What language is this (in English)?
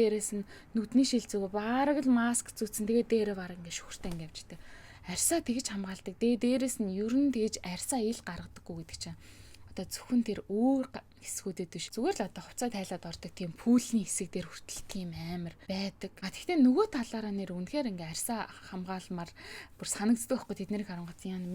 Mongolian